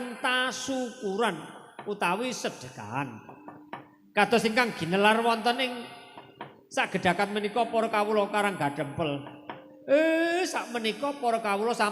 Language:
Javanese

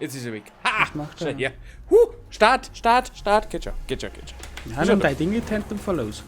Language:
Bavarian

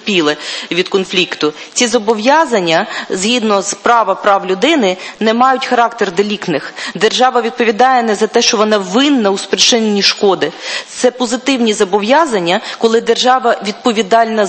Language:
Ukrainian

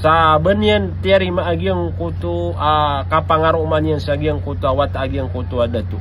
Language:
Maranao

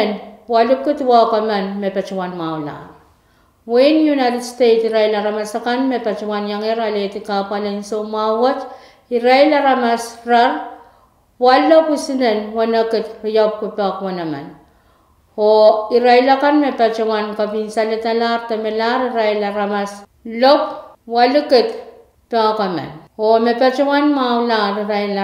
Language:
Pohnpeian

